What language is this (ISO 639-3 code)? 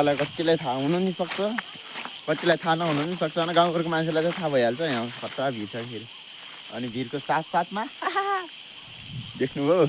nep